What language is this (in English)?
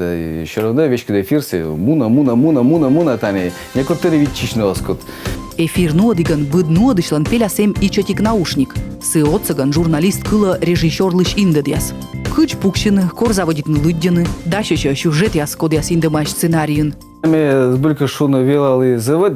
Komi